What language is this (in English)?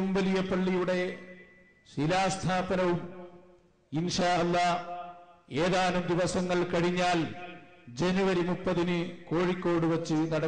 Malayalam